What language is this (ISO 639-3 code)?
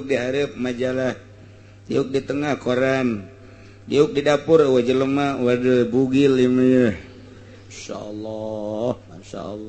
sun